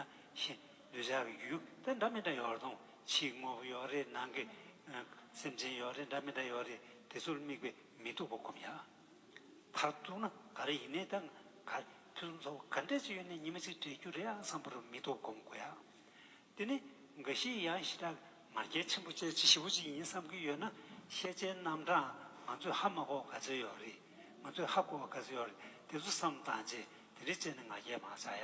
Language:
Tibetan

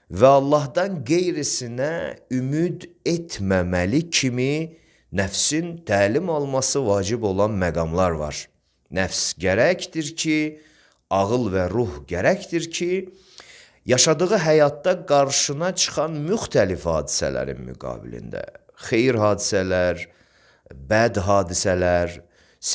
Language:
Azerbaijani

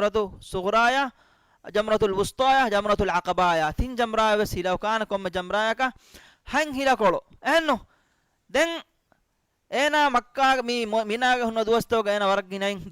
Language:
Divehi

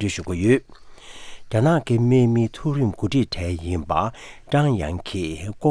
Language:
Tibetan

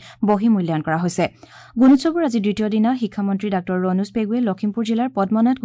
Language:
Assamese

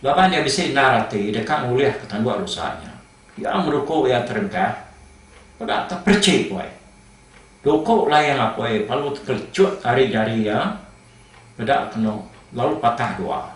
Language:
Iban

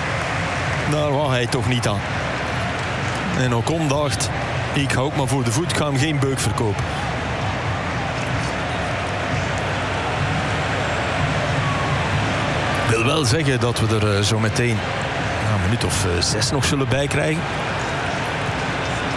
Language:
Dutch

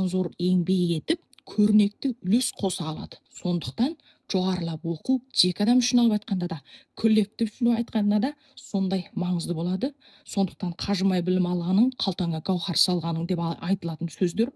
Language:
Kazakh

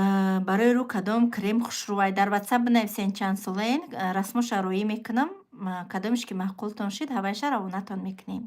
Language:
Tajik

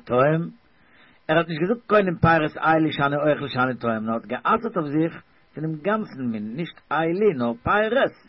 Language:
Yiddish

